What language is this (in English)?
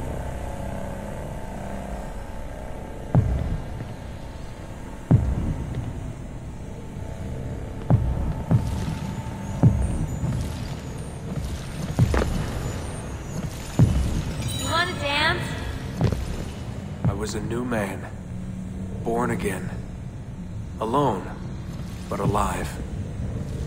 English